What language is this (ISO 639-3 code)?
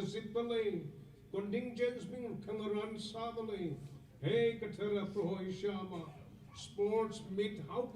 nmf